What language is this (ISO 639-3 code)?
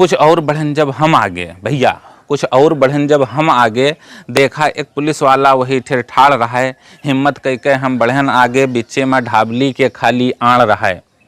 awa